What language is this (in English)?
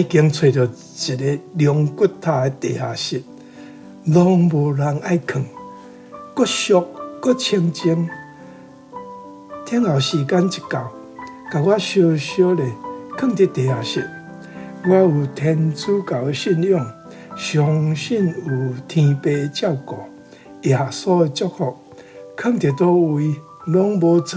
Min Nan Chinese